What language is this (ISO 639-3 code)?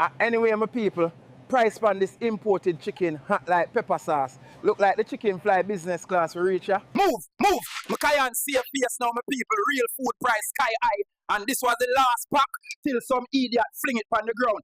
jam